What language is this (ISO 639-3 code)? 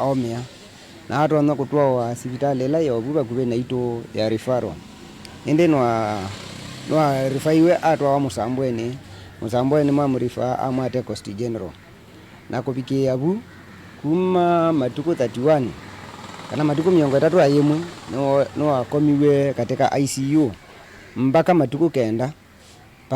kam